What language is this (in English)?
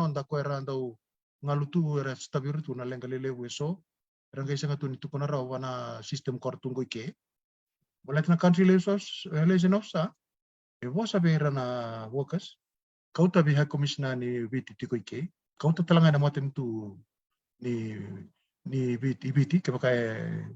Fijian